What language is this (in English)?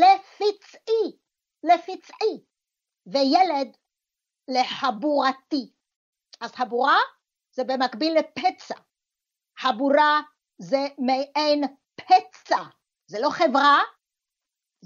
Hebrew